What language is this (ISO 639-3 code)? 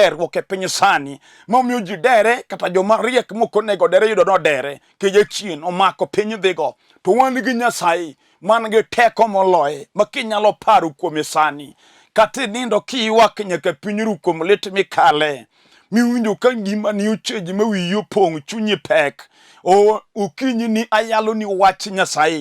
luo